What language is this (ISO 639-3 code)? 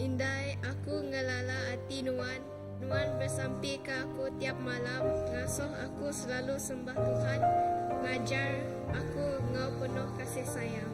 iba